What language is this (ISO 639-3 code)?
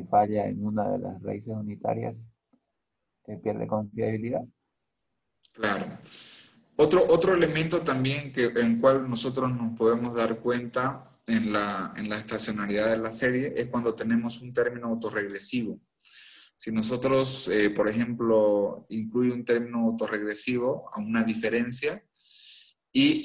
spa